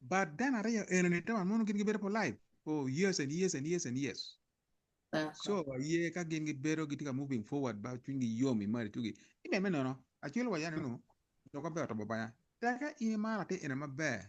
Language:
Acoli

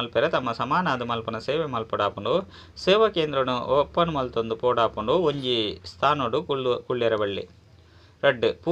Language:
Tulu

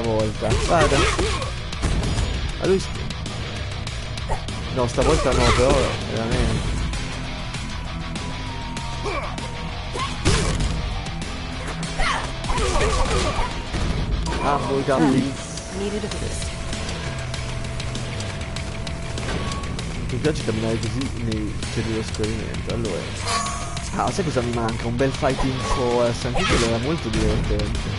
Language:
Italian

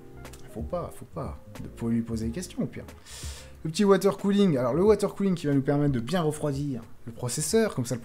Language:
French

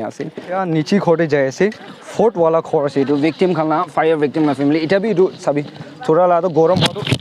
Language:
Naga Pidgin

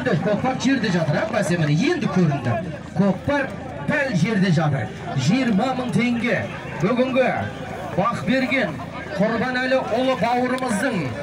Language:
Kazakh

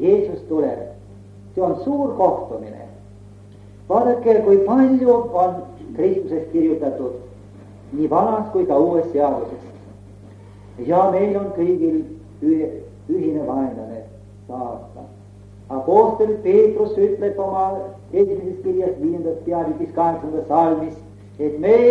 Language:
Estonian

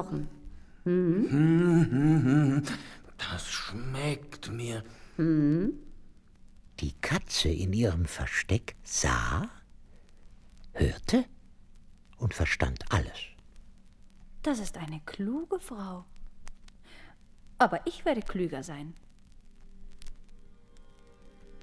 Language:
German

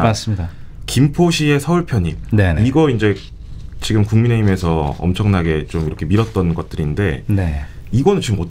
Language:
Korean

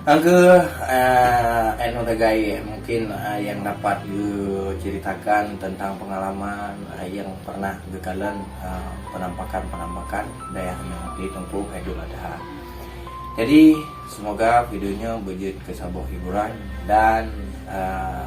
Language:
Achinese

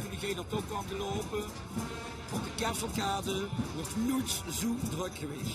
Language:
Limburgish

